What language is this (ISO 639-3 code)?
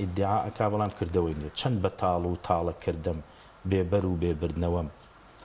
ckb